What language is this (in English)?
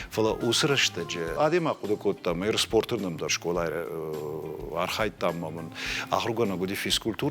Ossetic